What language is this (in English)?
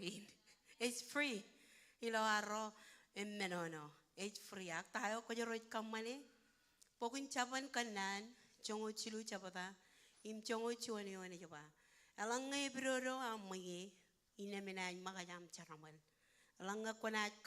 Marshallese